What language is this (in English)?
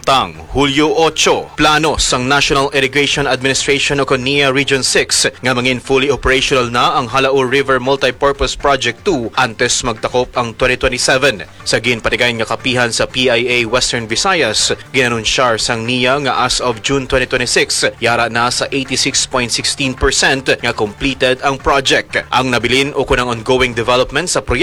Hiligaynon